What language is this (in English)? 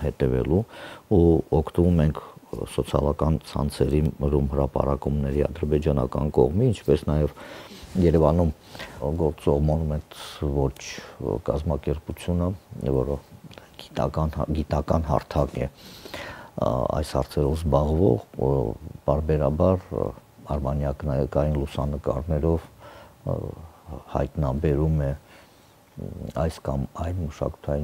Armenian